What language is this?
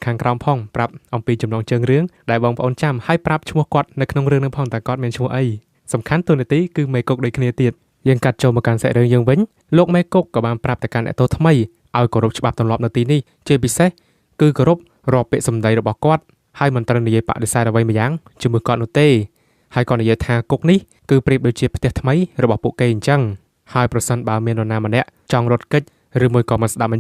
Khmer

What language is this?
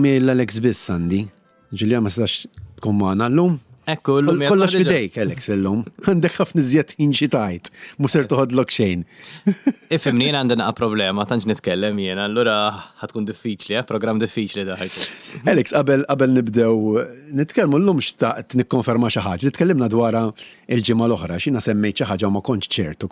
Maltese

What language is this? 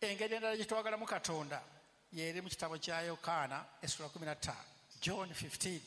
Ganda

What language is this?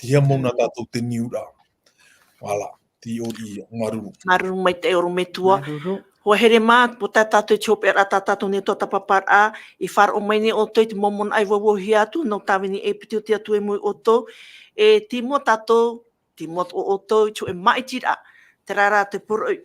Tahitian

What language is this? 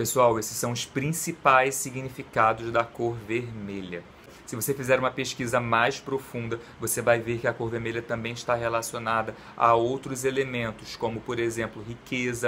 Portuguese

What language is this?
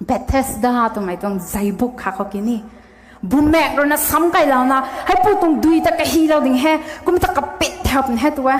Rongmei Naga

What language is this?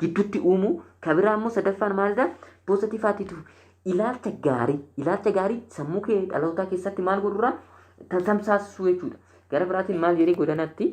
Oromo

